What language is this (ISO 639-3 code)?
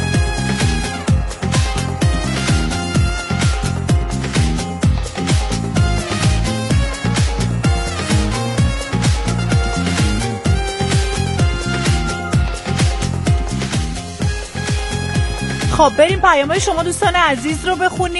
fas